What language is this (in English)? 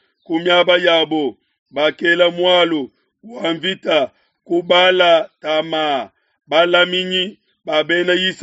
Luba-Lulua